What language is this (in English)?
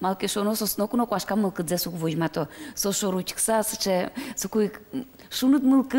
Udmurt